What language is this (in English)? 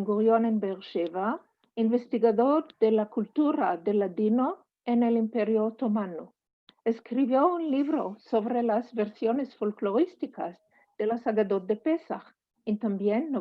Ladino